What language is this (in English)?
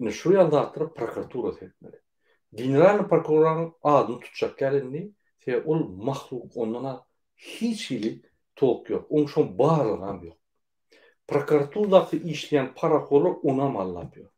Turkmen